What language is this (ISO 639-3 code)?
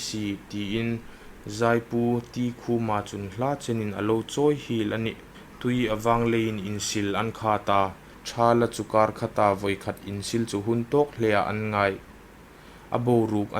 hmr